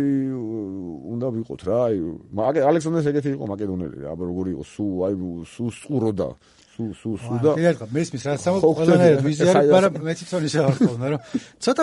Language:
Georgian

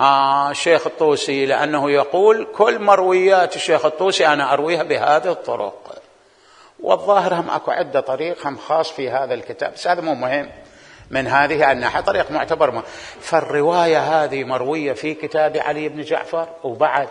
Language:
Mesopotamian Arabic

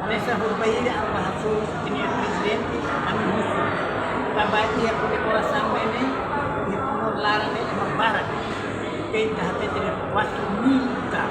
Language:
Tetum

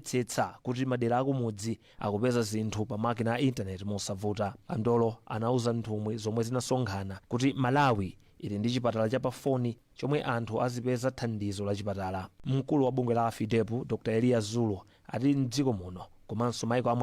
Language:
Nyanja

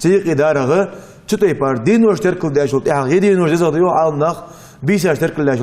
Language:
Ingush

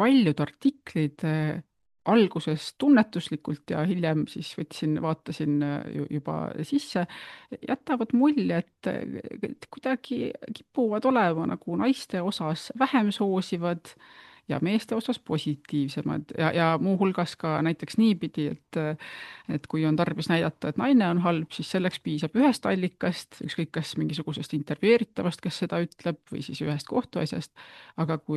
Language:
Estonian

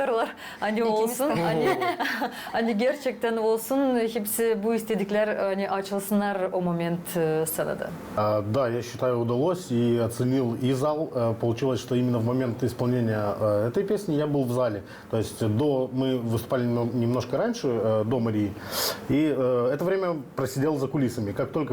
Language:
Gagauz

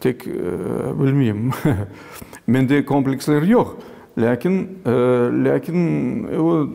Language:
Crimean Tatar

